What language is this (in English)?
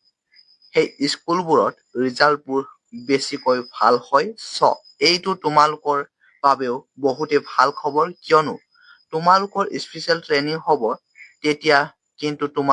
Assamese